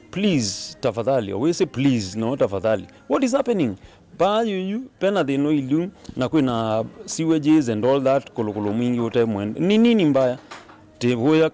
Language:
Kamba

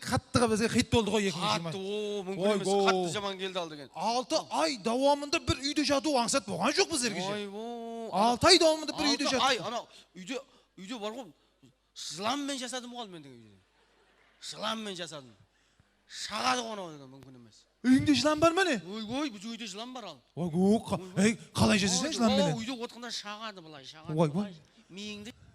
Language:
Kara-Kalpak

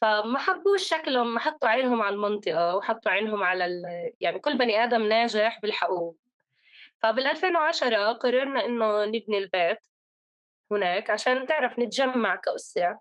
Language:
North Levantine Arabic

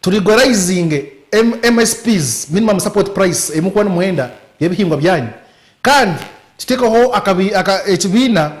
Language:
Nyankole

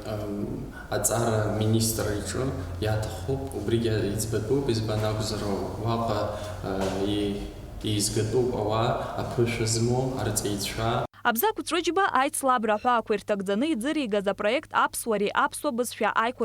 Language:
Abkhazian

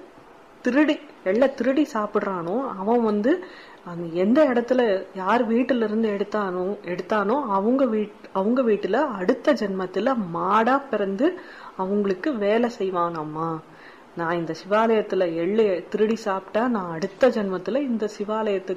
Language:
Tamil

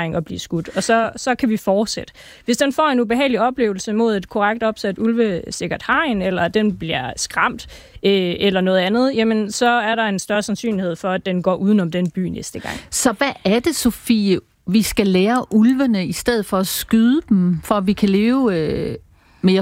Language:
Danish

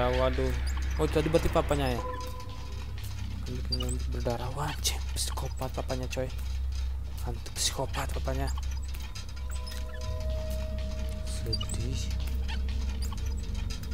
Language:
Indonesian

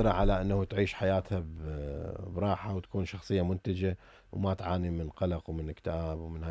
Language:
Mesopotamian Arabic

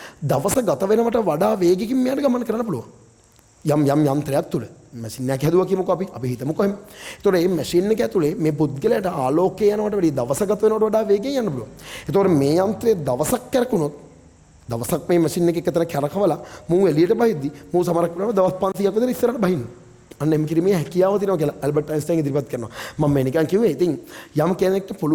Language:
Sinhala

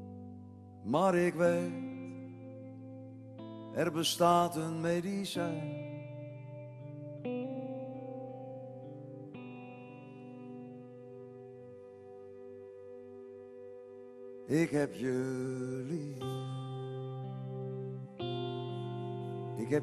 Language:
Dutch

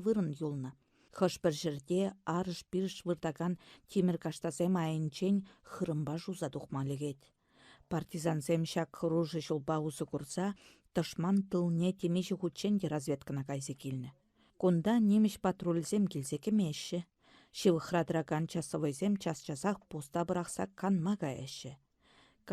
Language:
Chuvash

